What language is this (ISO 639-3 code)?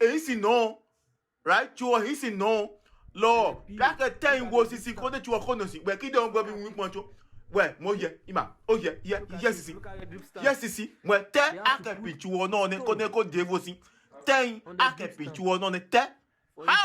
ada